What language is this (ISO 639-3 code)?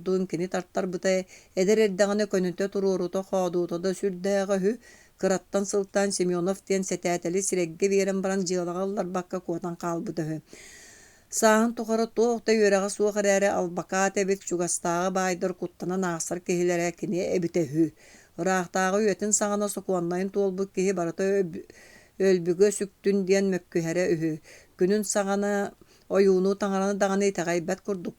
sah